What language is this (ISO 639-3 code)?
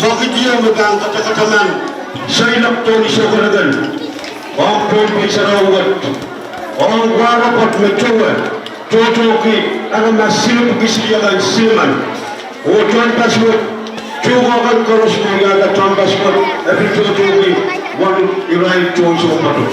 pon